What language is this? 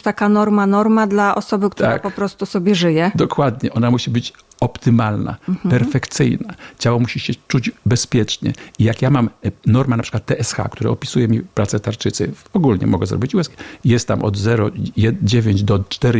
Polish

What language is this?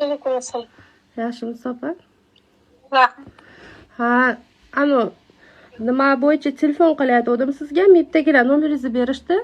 Uzbek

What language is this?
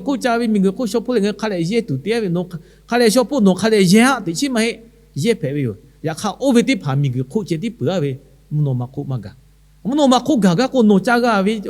Lahu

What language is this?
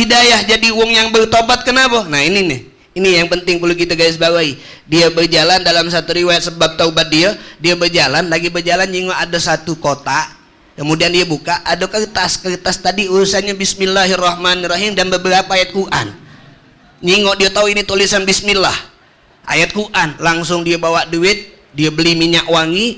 Musi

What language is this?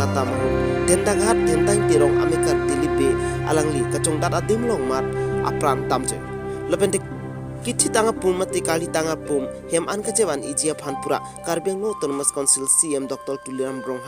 Karbi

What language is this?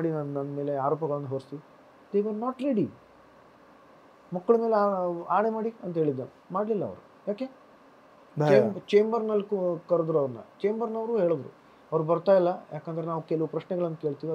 Kannada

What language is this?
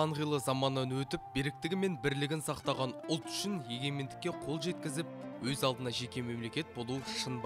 Kazakh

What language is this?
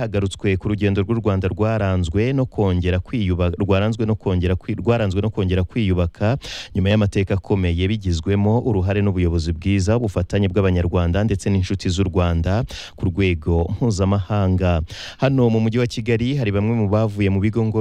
Kinyarwanda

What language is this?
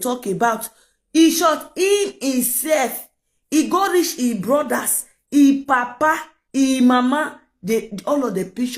Nigerian Pidgin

